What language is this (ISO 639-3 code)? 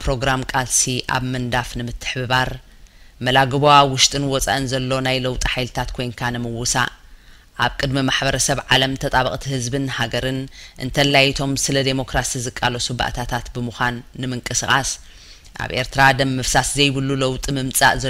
tir